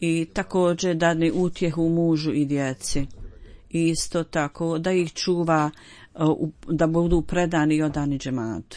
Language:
Bosnian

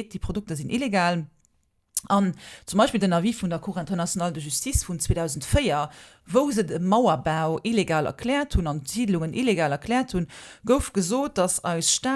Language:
Luxembourgish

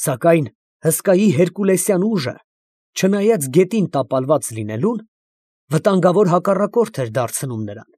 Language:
Armenian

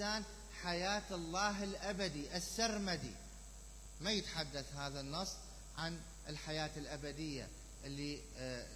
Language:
Mesopotamian Arabic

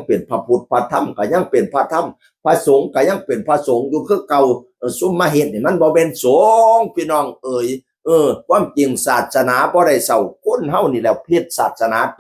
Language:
Northeastern Thai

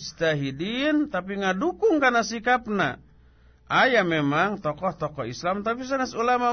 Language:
Sundanese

